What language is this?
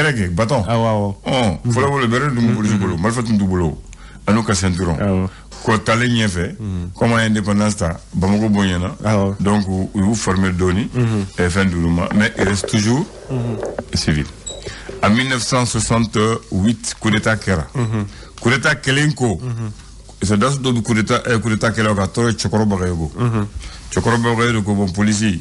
Bambara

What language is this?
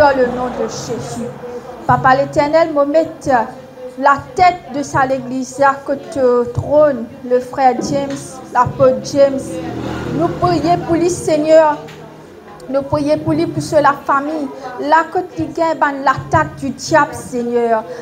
Morisyen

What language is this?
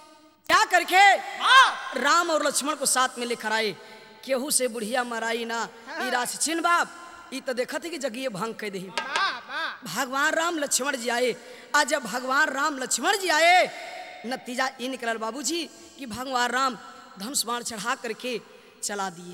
Bhojpuri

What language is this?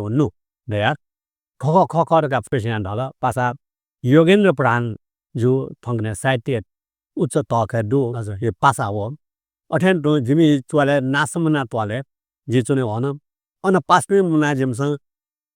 Newari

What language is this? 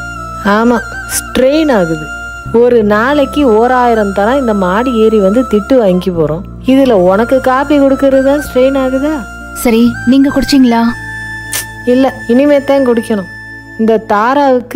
Tamil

